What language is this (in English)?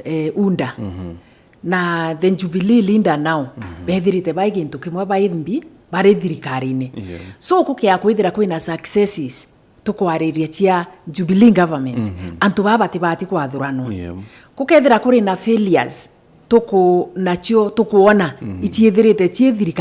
Meru